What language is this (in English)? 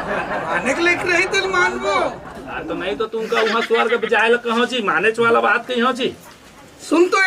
Chhattisgarhi